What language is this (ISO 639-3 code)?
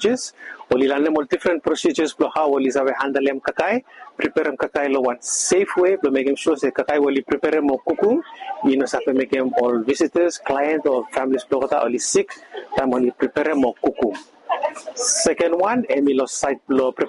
bis